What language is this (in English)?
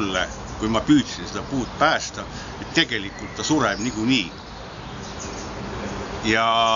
Estonian